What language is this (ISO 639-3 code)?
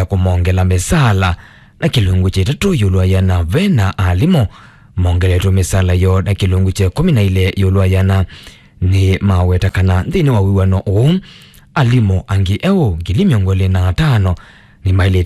kam